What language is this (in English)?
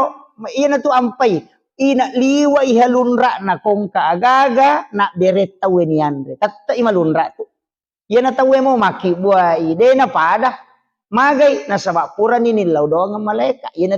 Buginese